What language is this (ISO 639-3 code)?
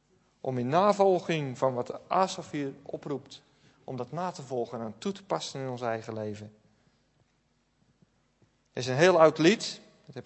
nld